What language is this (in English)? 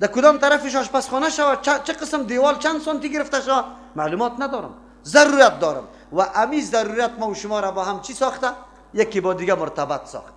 Persian